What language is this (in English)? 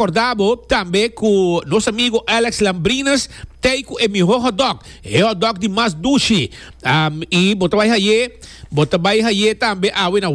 Papiamento